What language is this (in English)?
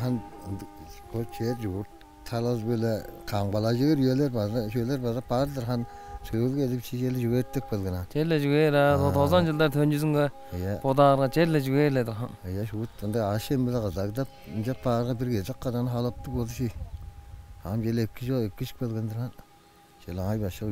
Tuvinian